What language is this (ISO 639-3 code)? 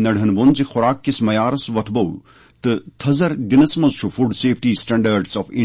kas